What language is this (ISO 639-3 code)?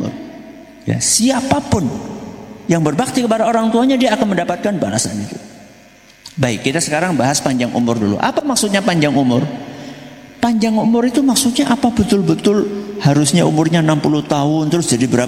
ind